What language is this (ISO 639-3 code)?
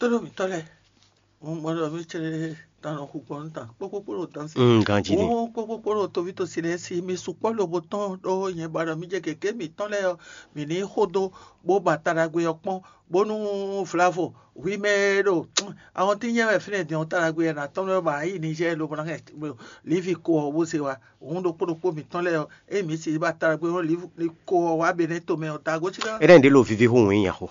fon